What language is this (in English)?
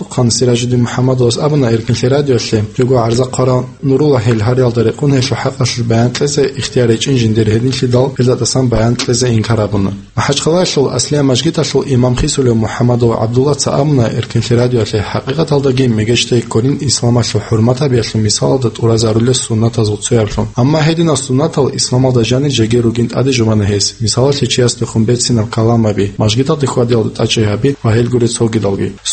Avaric